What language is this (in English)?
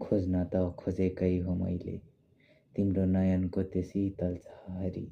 Nepali